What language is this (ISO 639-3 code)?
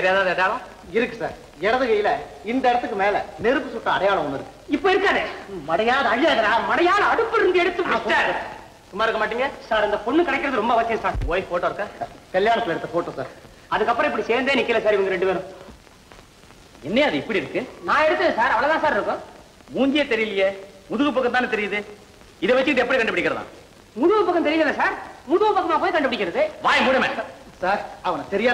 tam